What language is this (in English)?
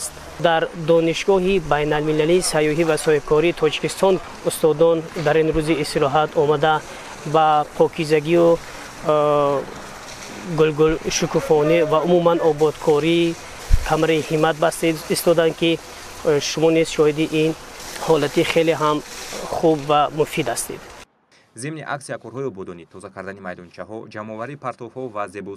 Tajik